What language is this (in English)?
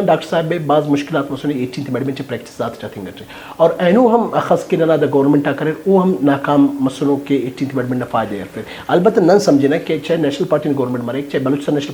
Brahui